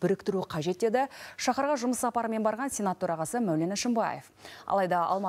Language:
Kazakh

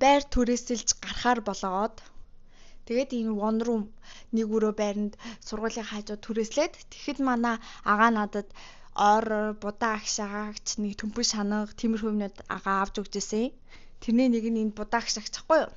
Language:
Mongolian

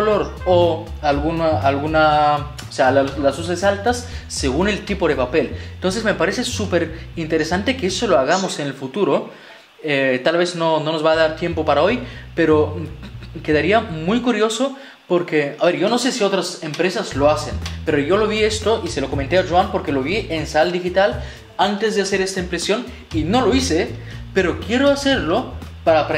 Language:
Spanish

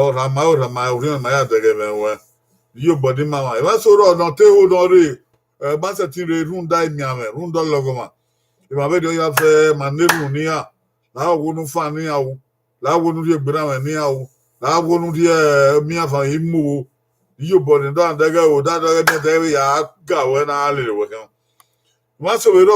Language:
Bini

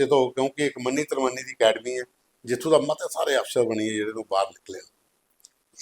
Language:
Dogri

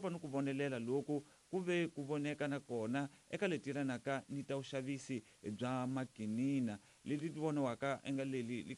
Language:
Tsonga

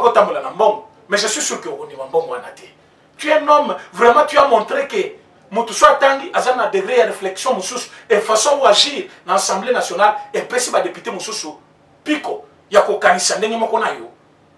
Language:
French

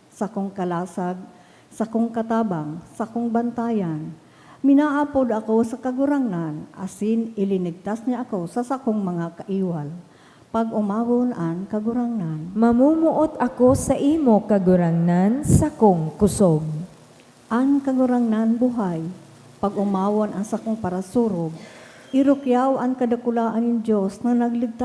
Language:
Bikol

